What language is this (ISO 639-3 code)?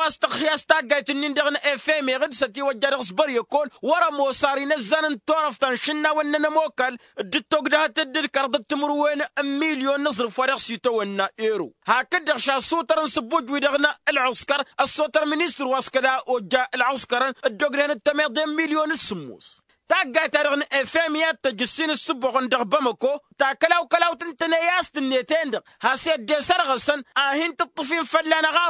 taq